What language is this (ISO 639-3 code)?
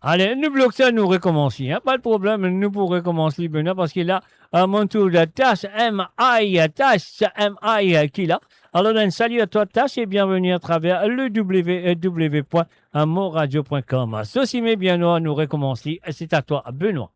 mfe